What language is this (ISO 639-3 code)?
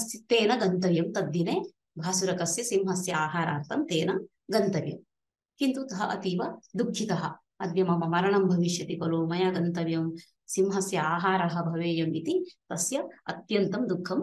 san